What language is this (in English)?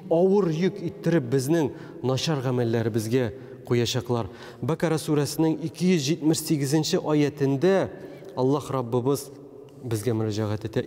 Tatar